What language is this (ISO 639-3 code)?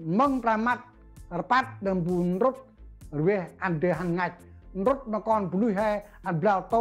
cmo